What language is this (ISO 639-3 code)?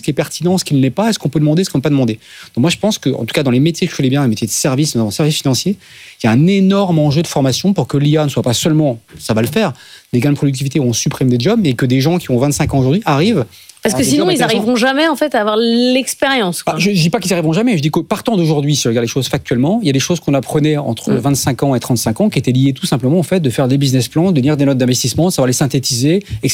fra